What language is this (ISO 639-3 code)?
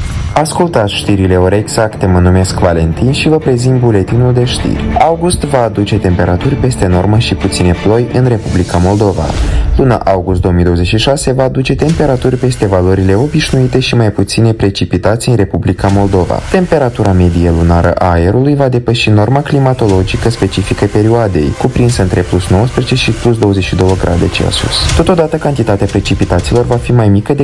ron